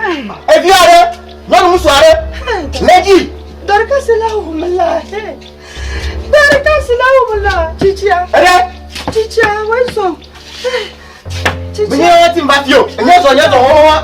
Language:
Ewe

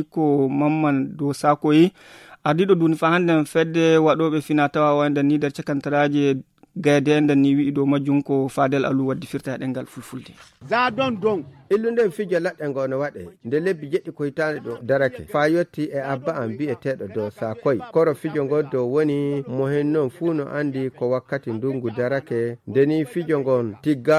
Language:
Nigerian Fulfulde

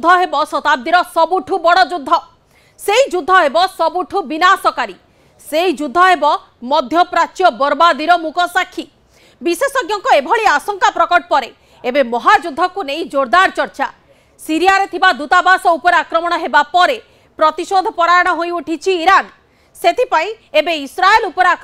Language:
Odia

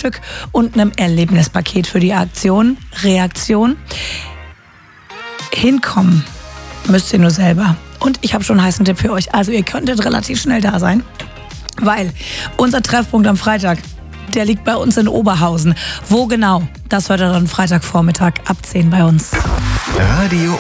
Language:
German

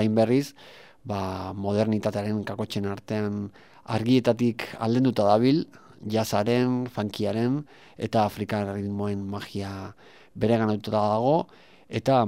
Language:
Basque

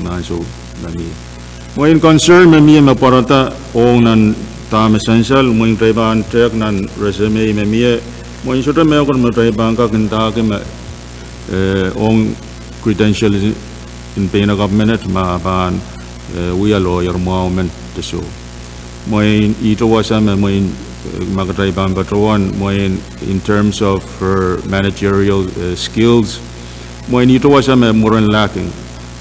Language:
Pohnpeian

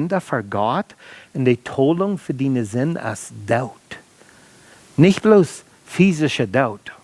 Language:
Plautdietsch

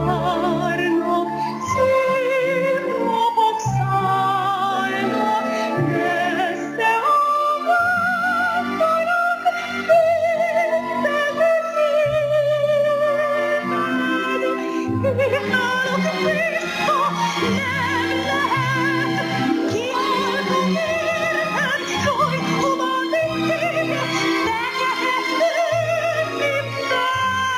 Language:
Hungarian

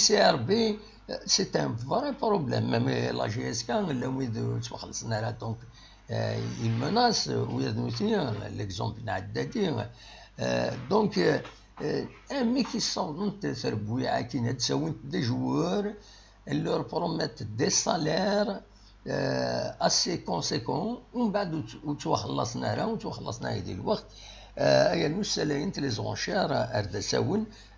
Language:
Kabyle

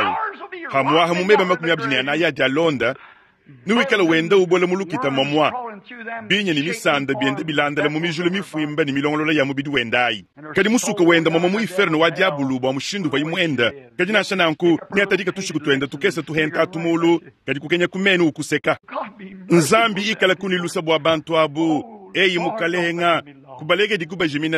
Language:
Luba-Lulua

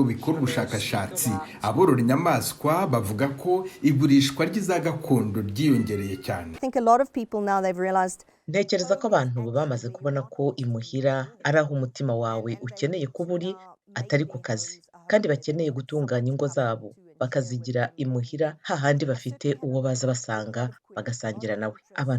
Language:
Kinyarwanda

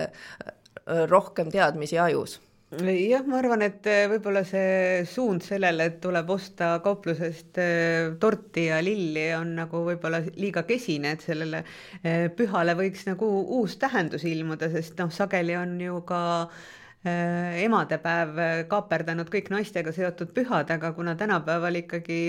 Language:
Estonian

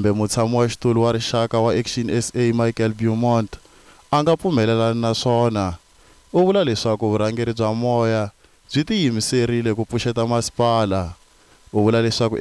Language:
Tsonga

